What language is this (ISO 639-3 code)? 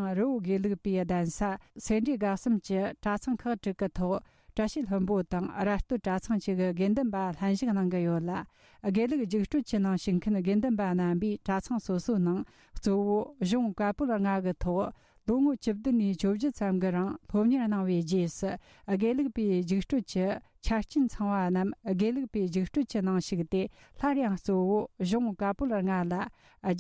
bod